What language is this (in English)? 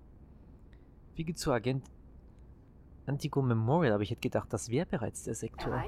German